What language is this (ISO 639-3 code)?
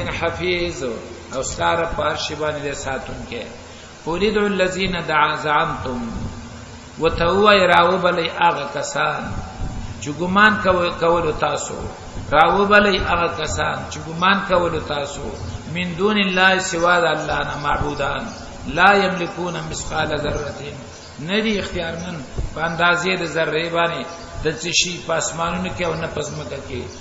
pus